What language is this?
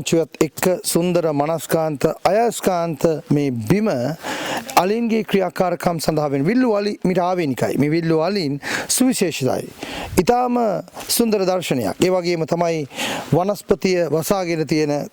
Sinhala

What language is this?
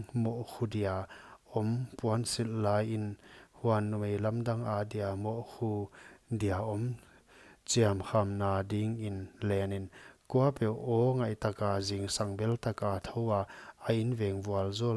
Paite Chin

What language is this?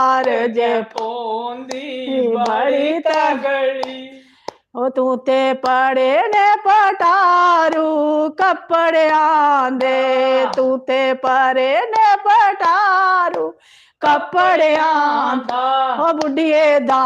Dogri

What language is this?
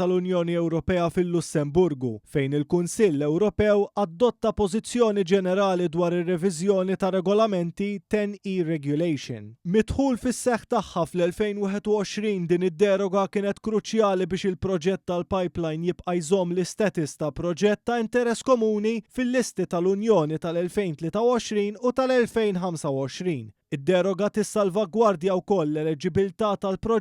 Maltese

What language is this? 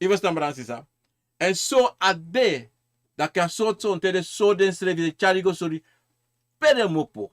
Sranan Tongo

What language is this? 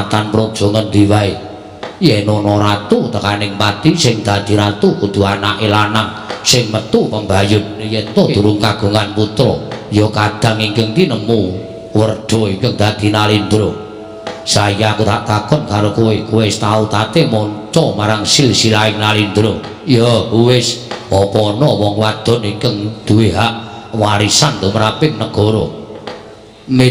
Javanese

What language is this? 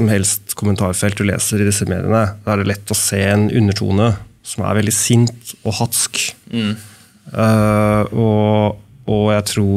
Norwegian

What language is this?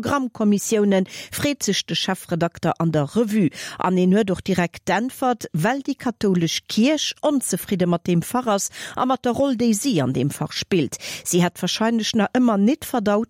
Luxembourgish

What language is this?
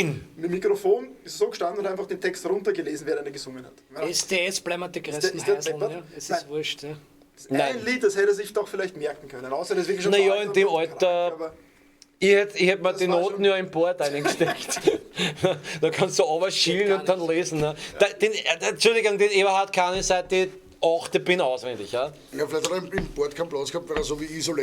Bavarian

